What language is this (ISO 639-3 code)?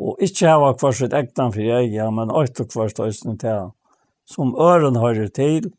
fao